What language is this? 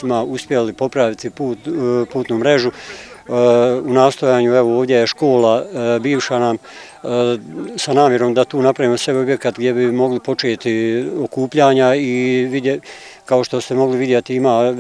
Bosnian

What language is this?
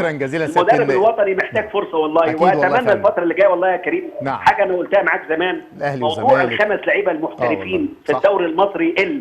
Egyptian Arabic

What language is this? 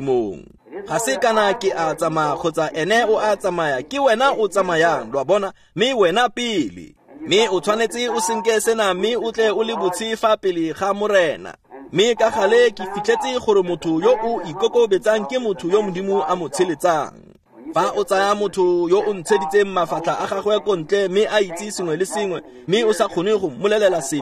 Tswana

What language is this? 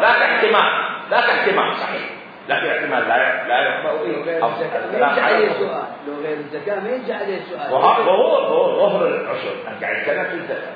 Mesopotamian Arabic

